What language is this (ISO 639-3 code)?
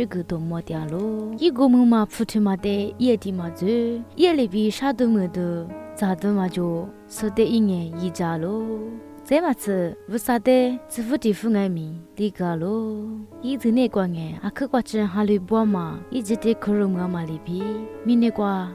lis